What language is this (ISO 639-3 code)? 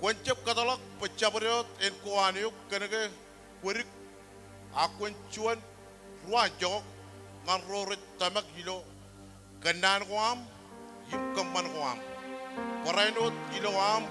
mah